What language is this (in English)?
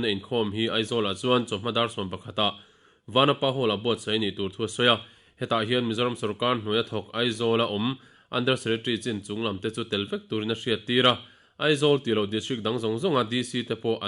Mizo